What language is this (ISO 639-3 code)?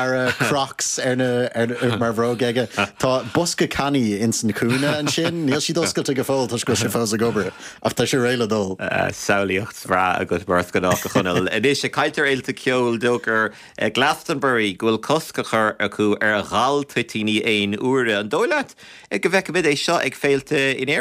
gle